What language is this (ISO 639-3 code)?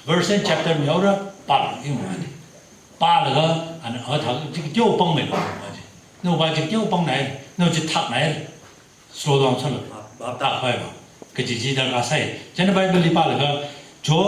nmf